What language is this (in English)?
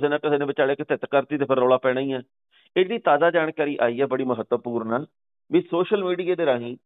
Punjabi